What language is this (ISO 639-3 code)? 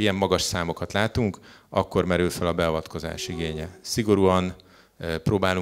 hun